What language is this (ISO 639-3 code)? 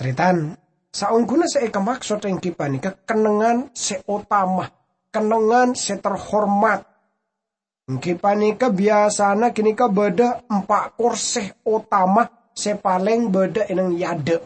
mad